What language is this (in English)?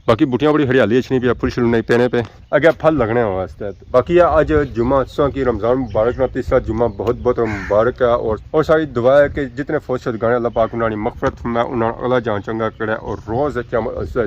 Pahari-Potwari